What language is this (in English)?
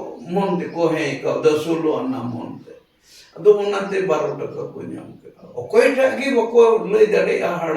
Santali